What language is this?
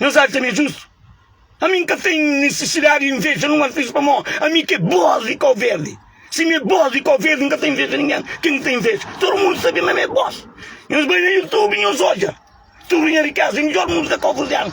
Kabuverdianu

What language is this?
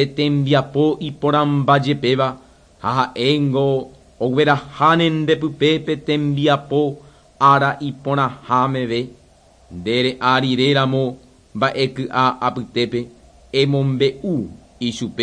Guarani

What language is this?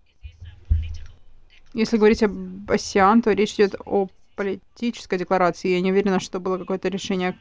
Russian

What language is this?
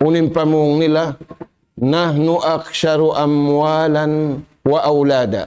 Tausug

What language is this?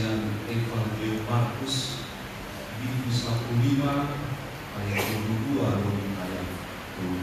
Batak Toba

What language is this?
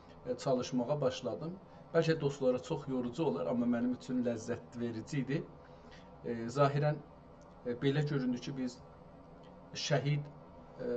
South Azerbaijani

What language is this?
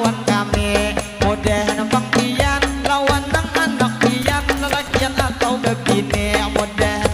Banjar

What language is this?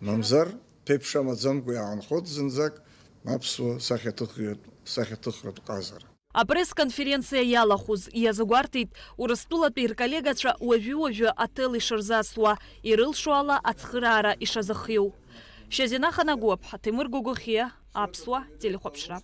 Abkhazian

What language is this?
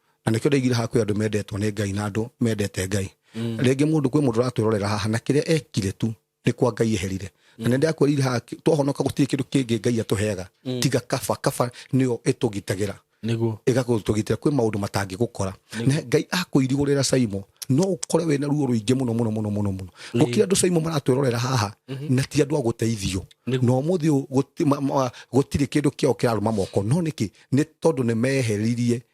Kikuyu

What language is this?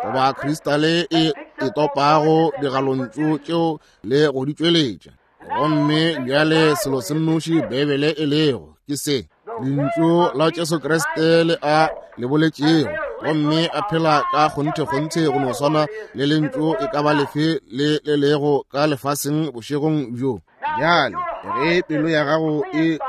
Northern Sotho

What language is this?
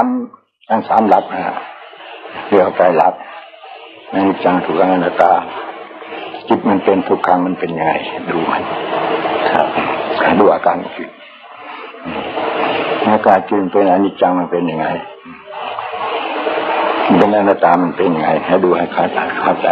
Thai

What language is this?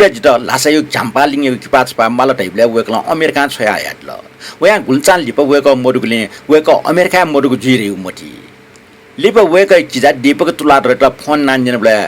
Newari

